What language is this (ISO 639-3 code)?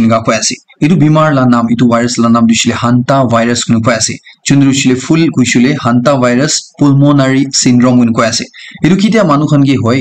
nag